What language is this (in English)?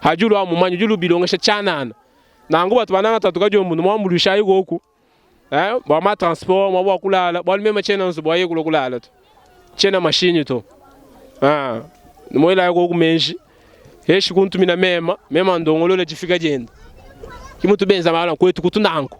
Luba-Lulua